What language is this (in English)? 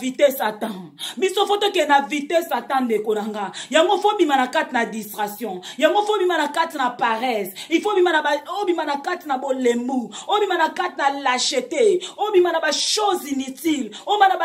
Lingala